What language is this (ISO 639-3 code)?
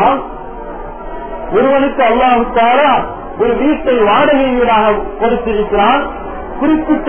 tam